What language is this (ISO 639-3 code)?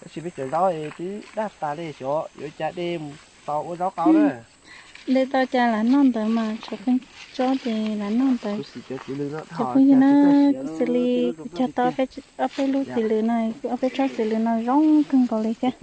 hmn